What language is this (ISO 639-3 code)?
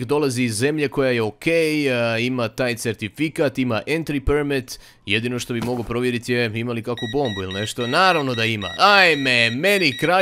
hrv